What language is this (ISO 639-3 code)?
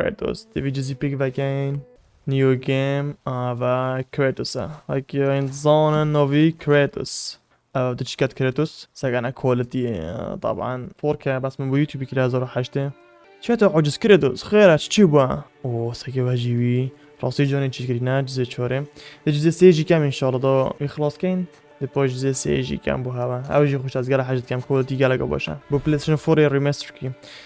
kur